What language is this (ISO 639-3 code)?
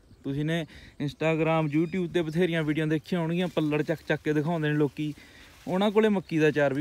pan